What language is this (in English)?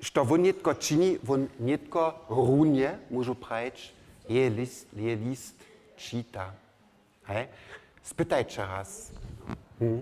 Upper Sorbian